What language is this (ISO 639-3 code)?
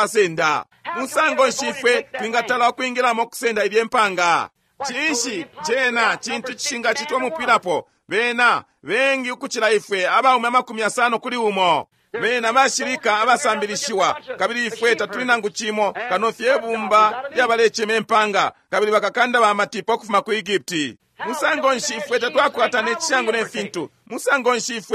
bem